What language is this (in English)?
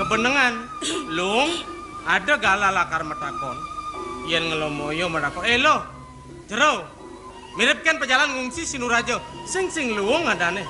Balinese